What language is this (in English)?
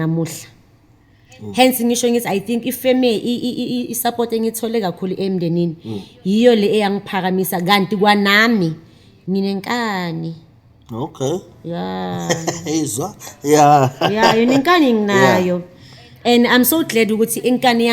Zulu